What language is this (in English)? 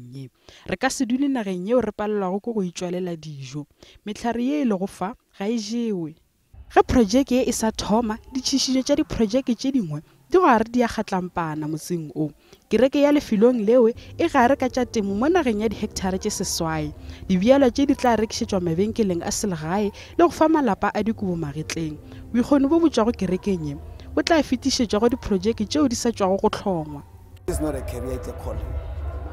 Northern Sotho